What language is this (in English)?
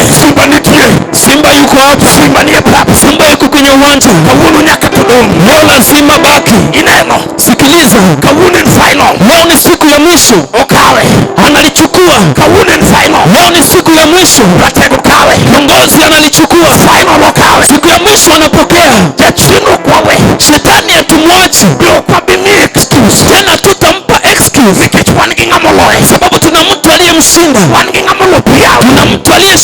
Luo (Kenya and Tanzania)